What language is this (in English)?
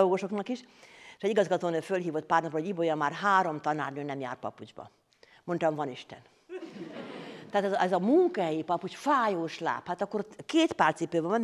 Hungarian